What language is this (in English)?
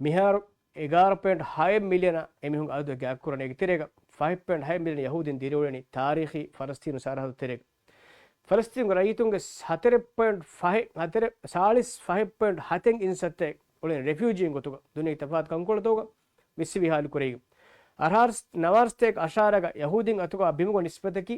Divehi